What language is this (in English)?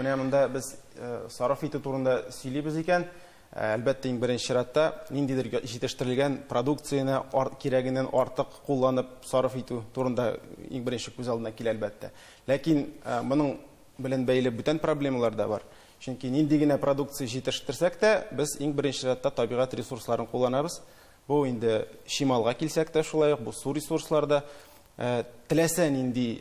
Tatar